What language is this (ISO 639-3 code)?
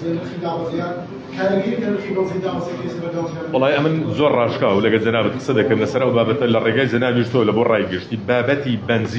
ckb